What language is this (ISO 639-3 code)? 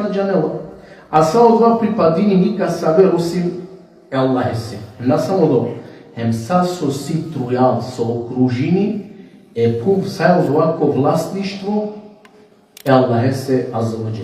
rmn